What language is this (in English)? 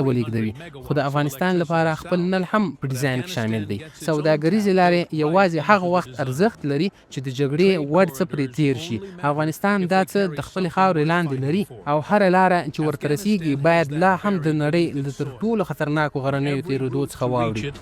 Pashto